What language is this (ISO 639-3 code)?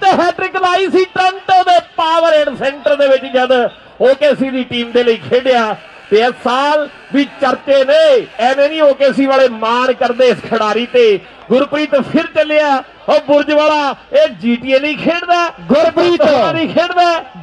pan